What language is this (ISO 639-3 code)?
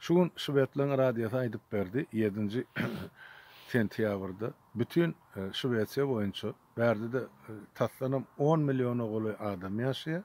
tuk